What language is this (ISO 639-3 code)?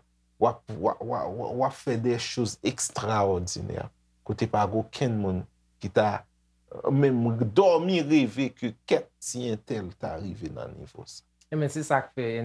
hat